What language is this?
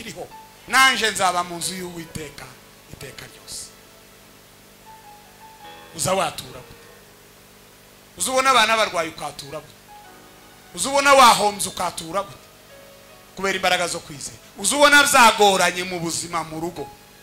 Kinyarwanda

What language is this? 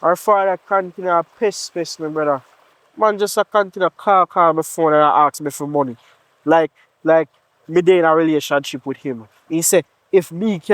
Jamaican Creole English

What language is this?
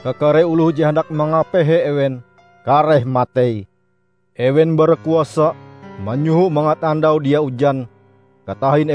Ngaju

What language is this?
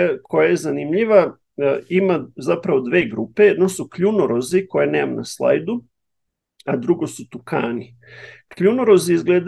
Serbian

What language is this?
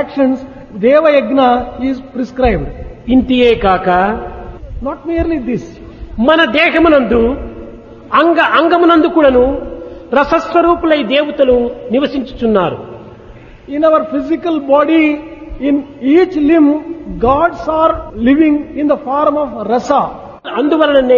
Telugu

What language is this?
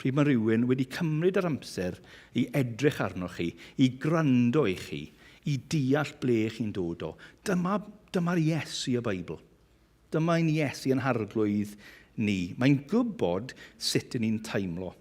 Welsh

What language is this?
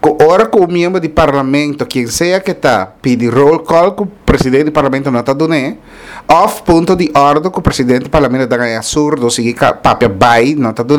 Papiamento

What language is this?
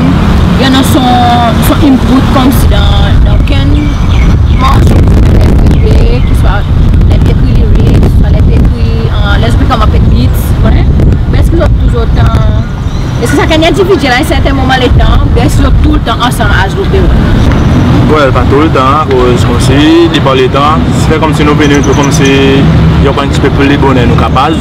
Seselwa Creole French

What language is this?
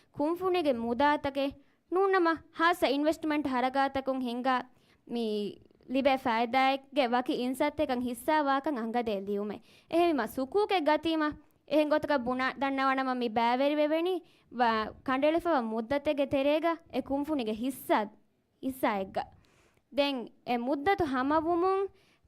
Divehi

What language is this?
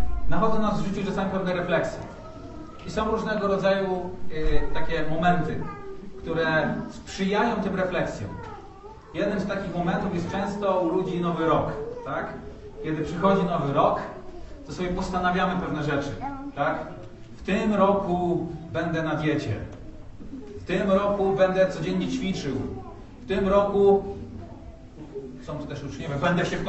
Polish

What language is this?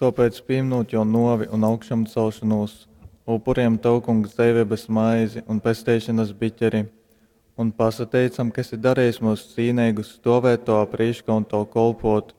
Latgalian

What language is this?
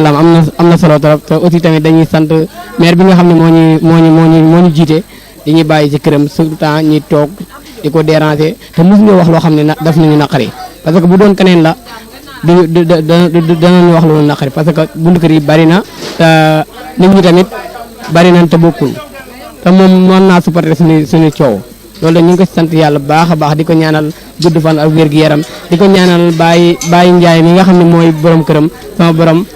Wolof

